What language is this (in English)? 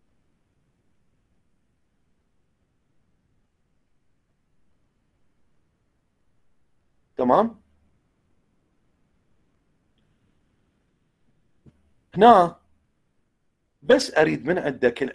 Mesopotamian Arabic